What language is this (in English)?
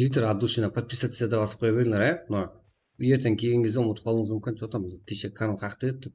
Kara-Kalpak